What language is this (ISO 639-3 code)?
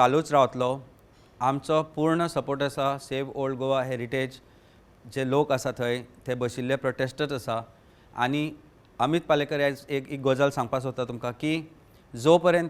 kok